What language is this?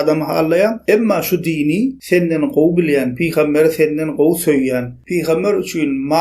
Turkmen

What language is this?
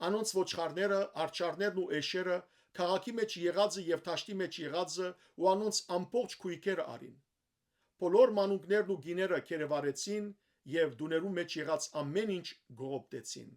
Western Armenian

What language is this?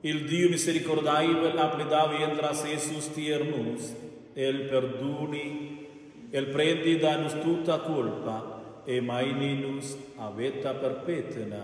Romansh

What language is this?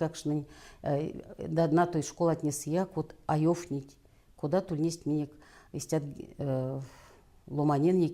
Erzya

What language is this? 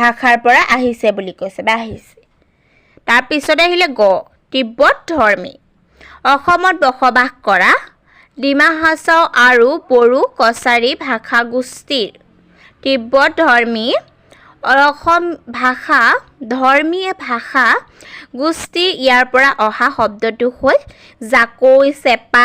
Assamese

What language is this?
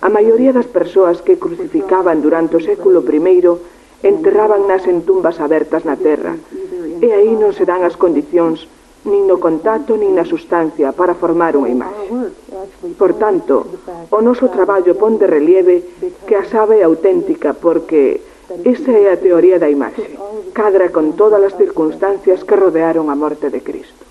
Galician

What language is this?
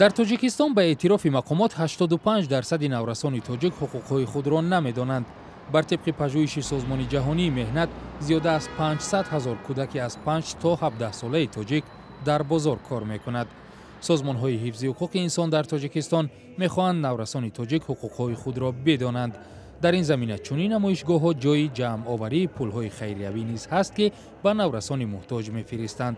Tajik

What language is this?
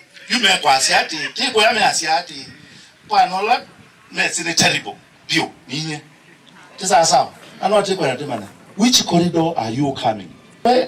Kamba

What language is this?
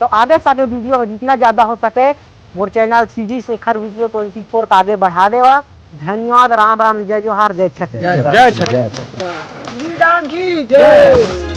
Chhattisgarhi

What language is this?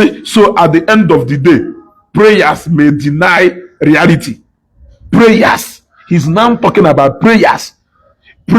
Igbo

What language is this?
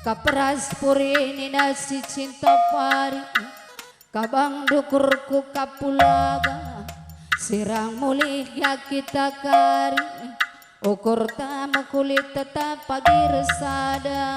Batak Karo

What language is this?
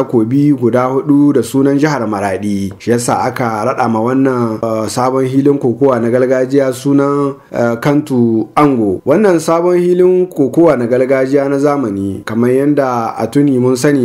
Hausa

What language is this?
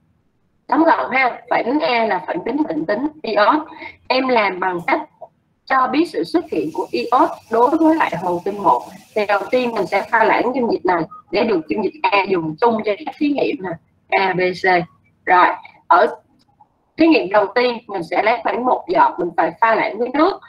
Vietnamese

